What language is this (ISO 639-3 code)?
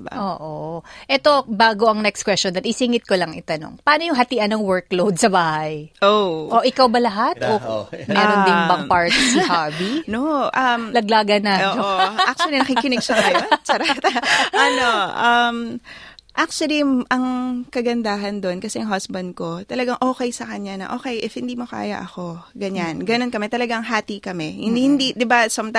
fil